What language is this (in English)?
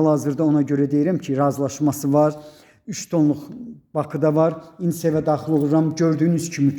Azerbaijani